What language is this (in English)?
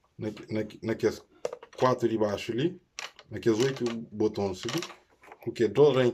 Kabuverdianu